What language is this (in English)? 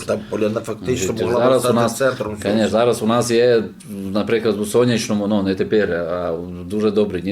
Rusyn